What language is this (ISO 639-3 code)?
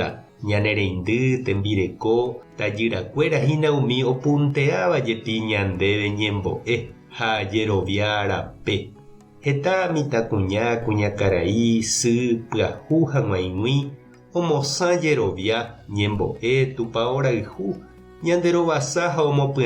grn